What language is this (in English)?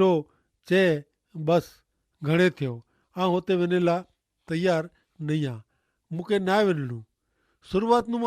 Kachhi